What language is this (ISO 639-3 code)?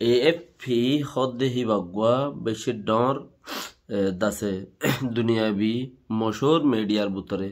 rhg